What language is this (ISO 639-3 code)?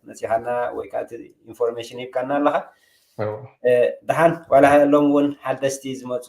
tir